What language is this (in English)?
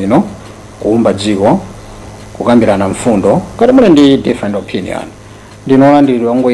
Nyanja